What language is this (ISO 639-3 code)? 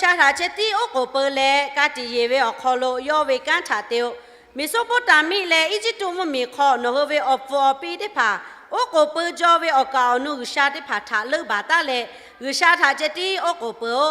lhu